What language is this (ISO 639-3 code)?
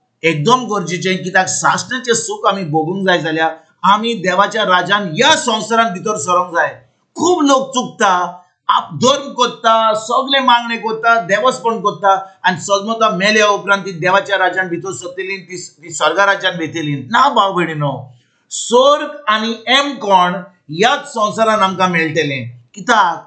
kok